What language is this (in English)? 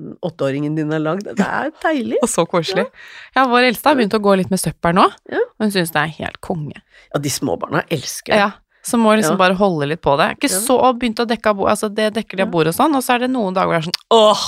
Norwegian